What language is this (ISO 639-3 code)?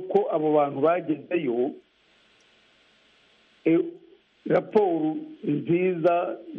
kin